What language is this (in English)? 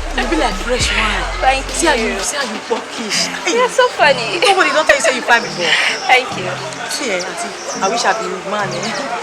Nigerian Pidgin